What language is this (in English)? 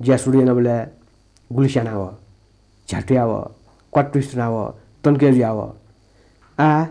Newari